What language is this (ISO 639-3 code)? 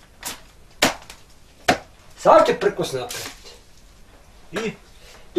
bos